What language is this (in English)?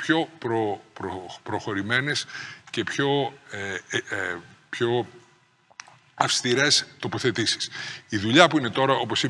Greek